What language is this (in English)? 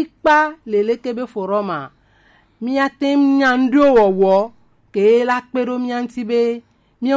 Gen